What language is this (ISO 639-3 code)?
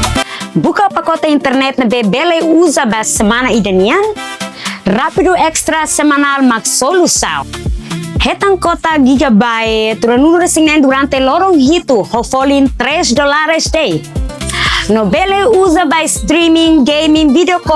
tet